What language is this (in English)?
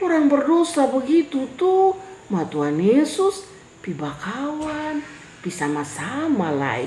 Kupang Malay